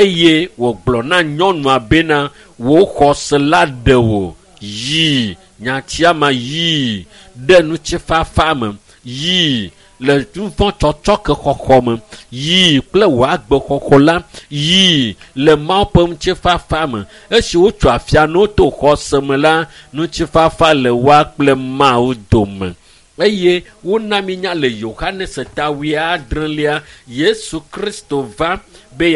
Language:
Ewe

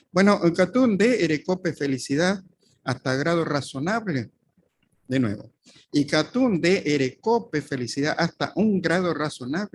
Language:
Guarani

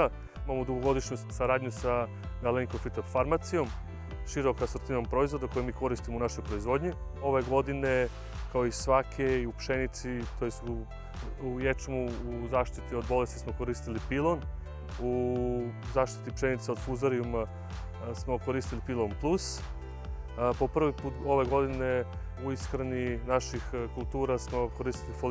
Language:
Serbian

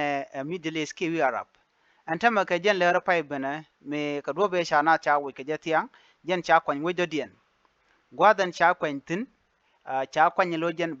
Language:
Nuer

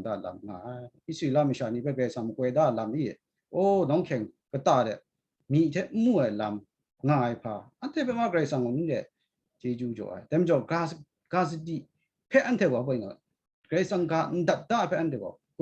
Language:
Kachin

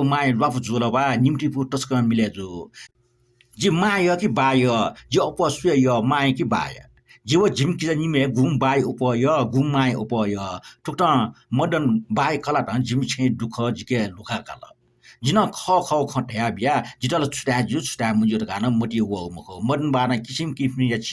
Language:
Newari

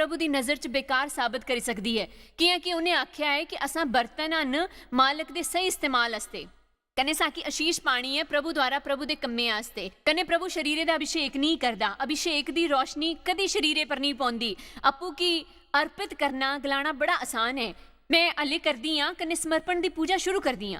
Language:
Dogri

